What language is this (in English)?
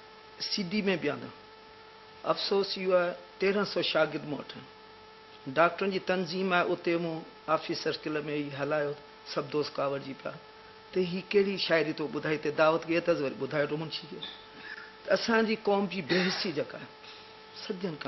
Sindhi